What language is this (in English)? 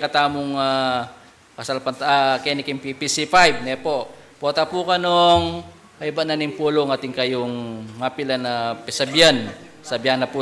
Pampanga